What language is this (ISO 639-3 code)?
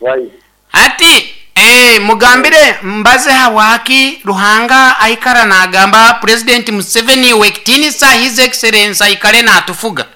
nyo